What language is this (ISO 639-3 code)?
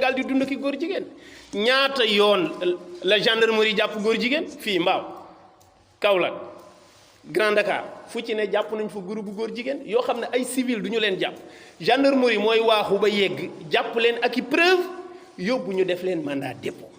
wol